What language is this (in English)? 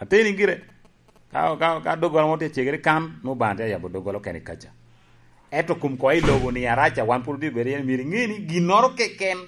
Lango (Uganda)